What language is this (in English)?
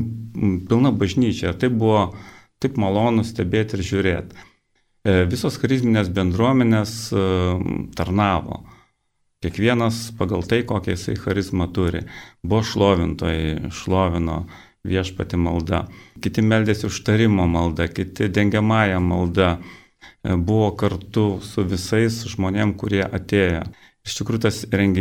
Lithuanian